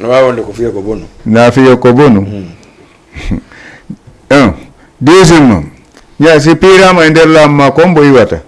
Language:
Fula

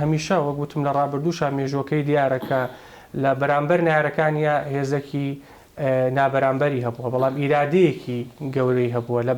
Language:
Central Kurdish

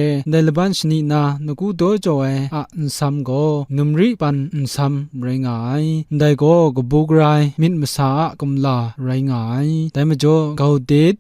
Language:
Kachin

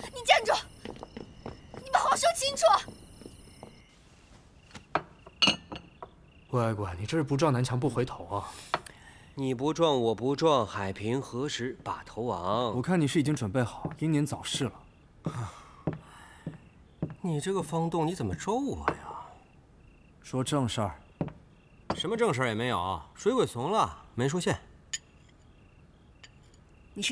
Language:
Chinese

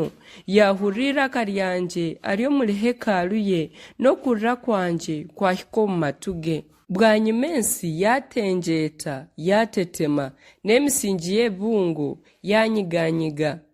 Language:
Nyankole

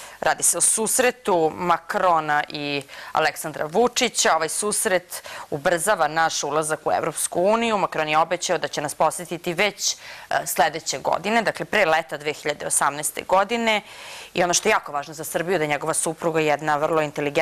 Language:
Serbian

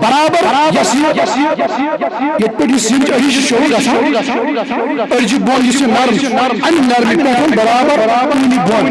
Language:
Kashmiri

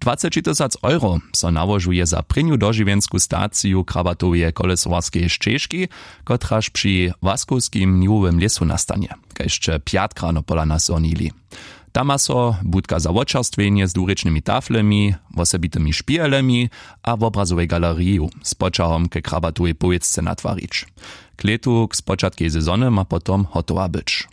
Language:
Upper Sorbian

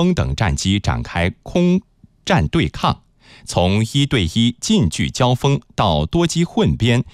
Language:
Chinese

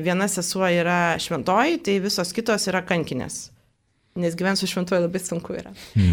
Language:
Lithuanian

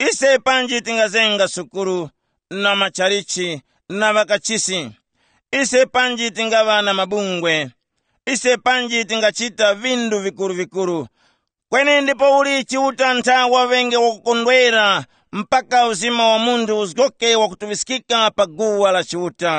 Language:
Tumbuka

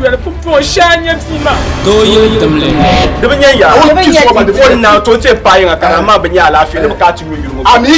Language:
Dagbani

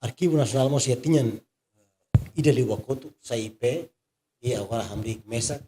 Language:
Tetum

